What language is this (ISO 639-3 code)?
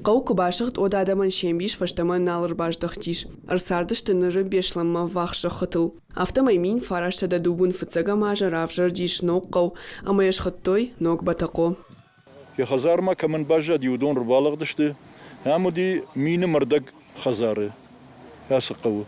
oss